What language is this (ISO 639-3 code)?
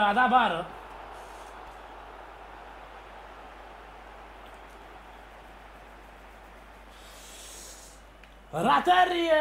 ron